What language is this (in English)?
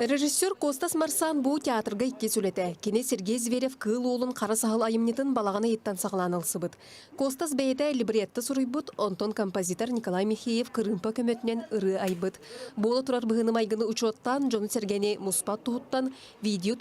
Yakut